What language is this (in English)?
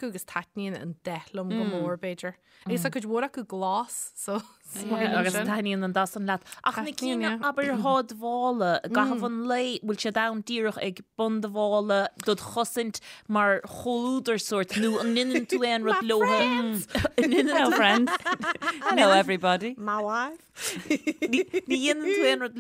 Irish